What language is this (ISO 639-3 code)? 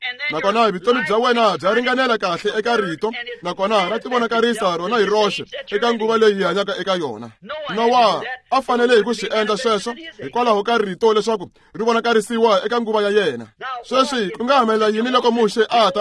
tso